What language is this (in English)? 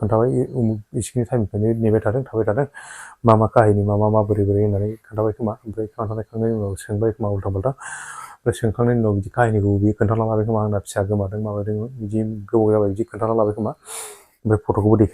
Bodo